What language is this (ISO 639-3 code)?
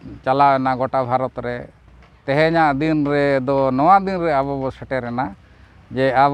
sat